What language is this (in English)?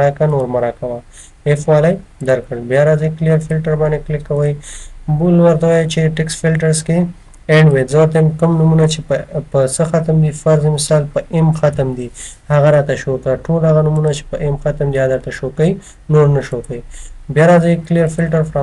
Pashto